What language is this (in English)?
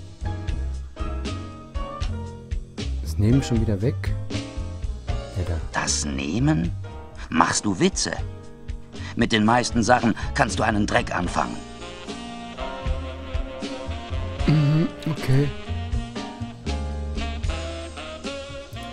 German